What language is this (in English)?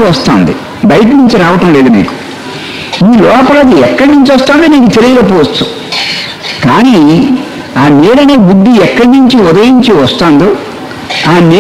Telugu